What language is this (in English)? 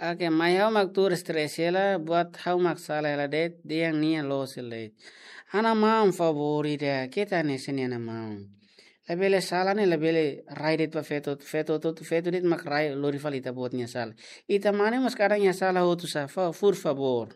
Tetum